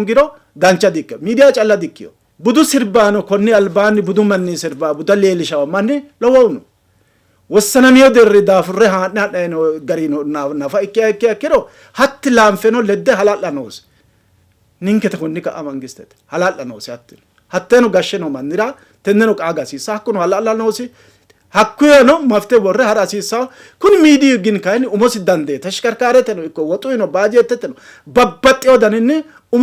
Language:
Sidamo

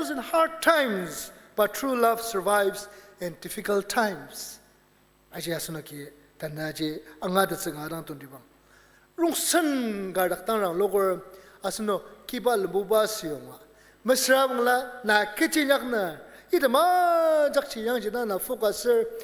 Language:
Ao Naga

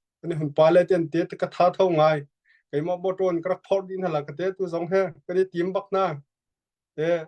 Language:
Hakha Chin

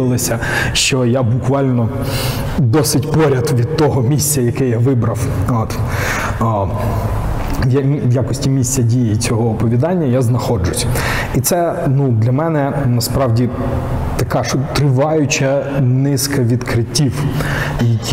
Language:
Ukrainian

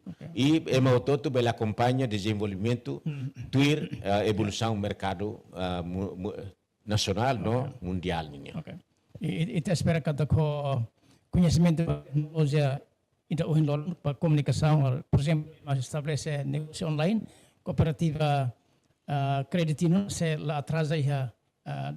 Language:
Tetum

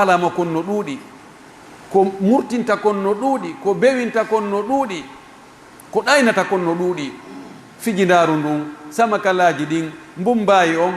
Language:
Pular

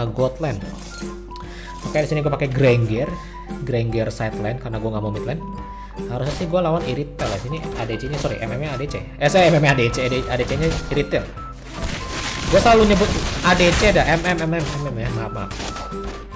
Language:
Indonesian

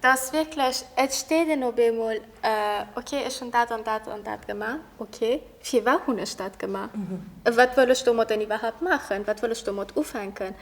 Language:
Luxembourgish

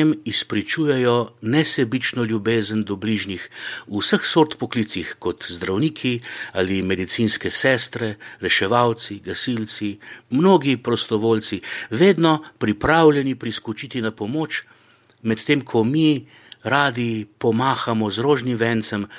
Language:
Slovenian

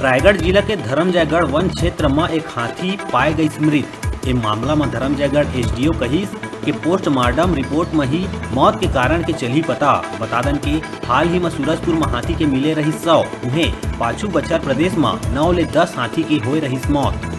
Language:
Chhattisgarhi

